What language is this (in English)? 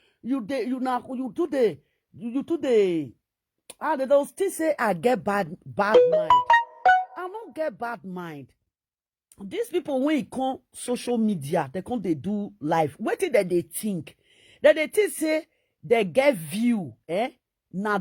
Nigerian Pidgin